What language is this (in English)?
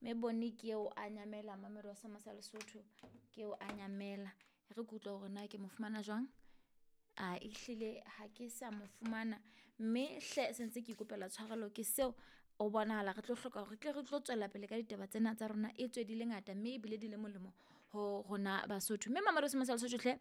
Southern Sotho